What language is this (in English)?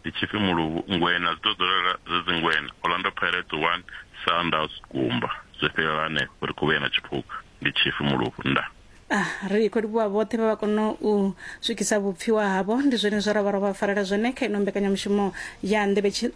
Venda